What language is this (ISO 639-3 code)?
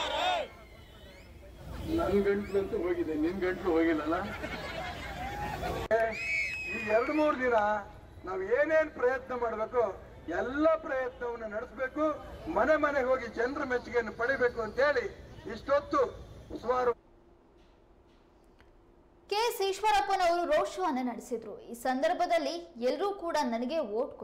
kan